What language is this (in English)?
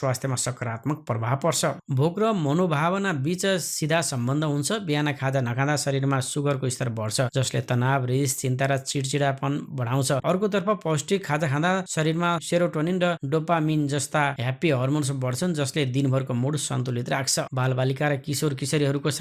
Nepali